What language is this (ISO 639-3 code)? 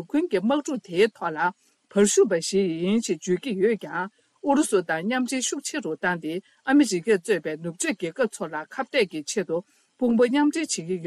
bod